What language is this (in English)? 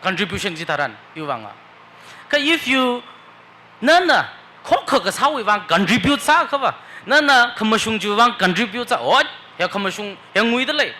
Tangkhul Naga (India)